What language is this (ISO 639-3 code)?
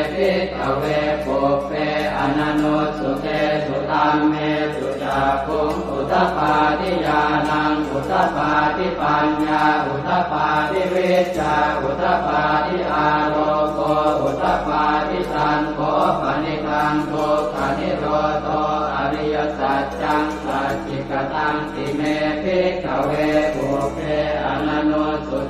pli